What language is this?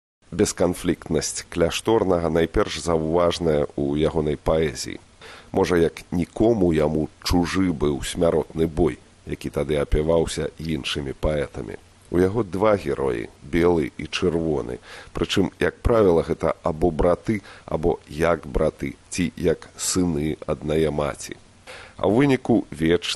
Belarusian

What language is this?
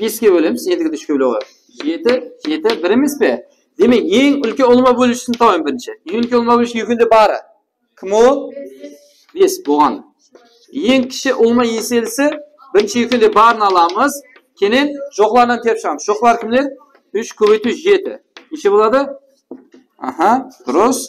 Kara-Kalpak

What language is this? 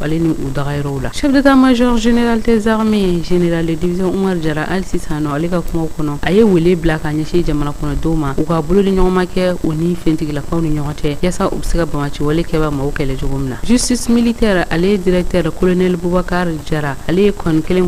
Bambara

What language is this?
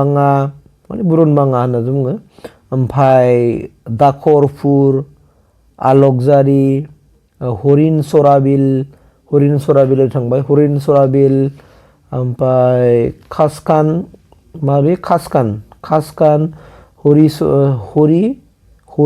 Bodo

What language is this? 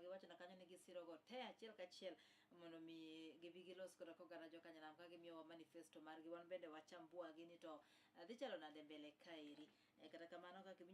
Luo (Kenya and Tanzania)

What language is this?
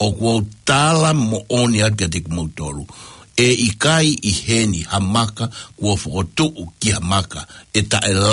Tongan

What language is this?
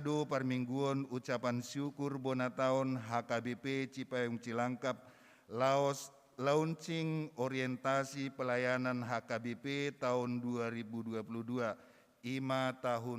Batak Toba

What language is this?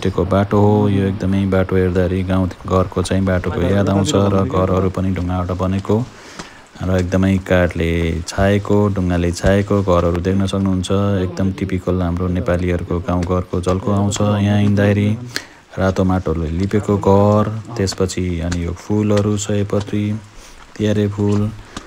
Nepali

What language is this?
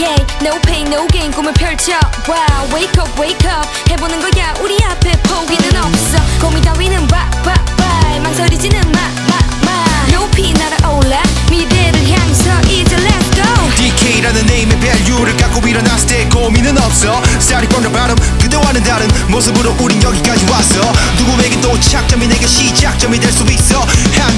Korean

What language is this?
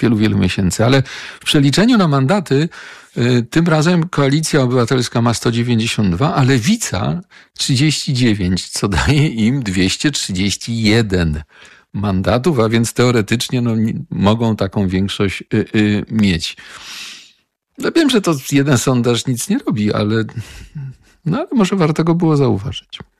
Polish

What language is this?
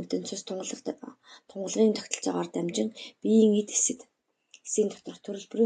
Mongolian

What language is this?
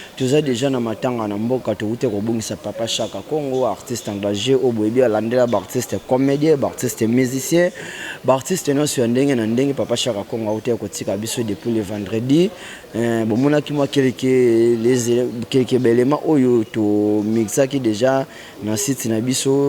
Lingala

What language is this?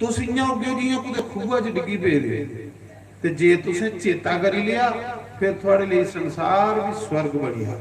Dogri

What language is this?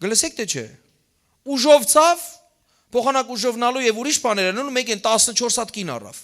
Western Armenian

